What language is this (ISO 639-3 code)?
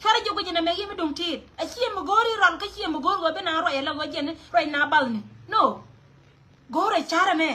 nus